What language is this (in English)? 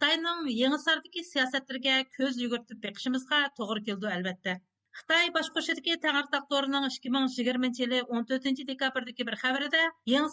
Uyghur